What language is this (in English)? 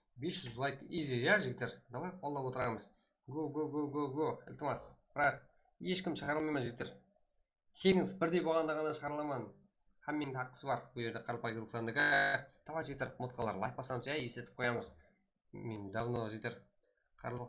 Kara-Kalpak